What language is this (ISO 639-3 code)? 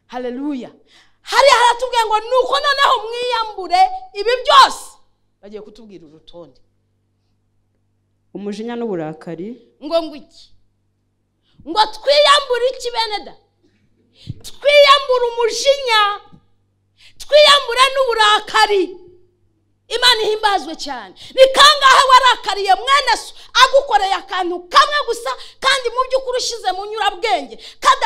kin